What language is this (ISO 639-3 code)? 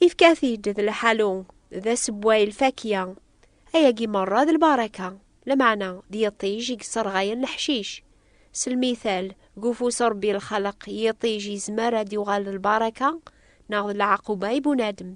kab